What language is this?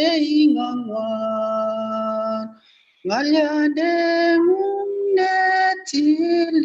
Kalenjin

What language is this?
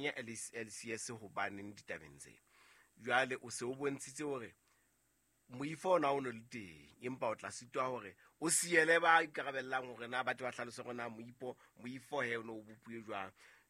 Southern Sotho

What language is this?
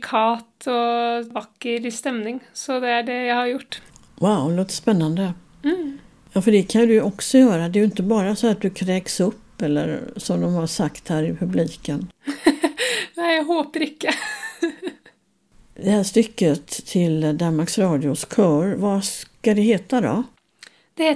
Swedish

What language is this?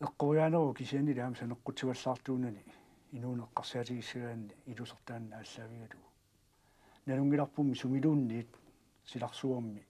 Kalaallisut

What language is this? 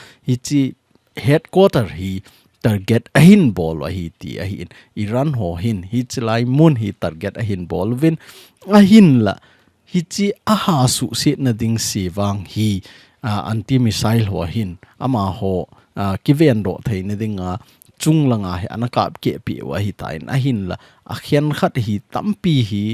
Thado Chin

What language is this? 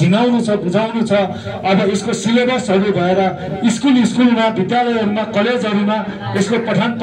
Nepali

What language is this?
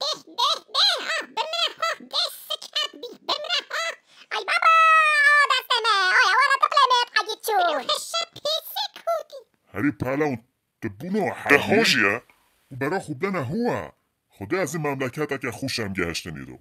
Kurdish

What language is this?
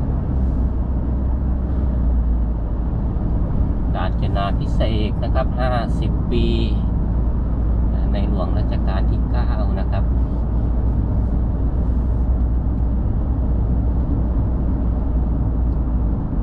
Thai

